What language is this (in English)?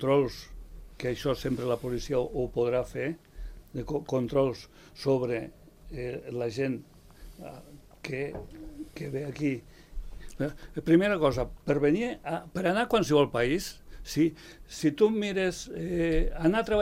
Catalan